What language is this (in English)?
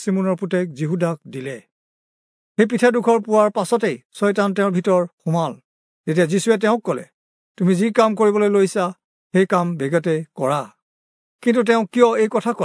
Assamese